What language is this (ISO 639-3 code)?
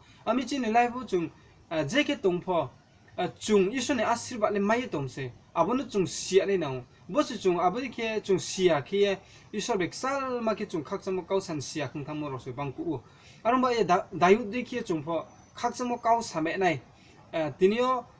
ria